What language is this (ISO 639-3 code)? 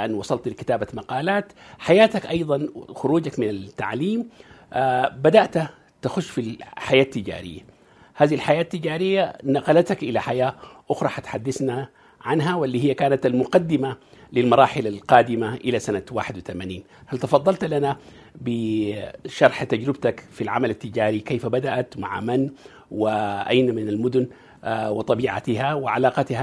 ara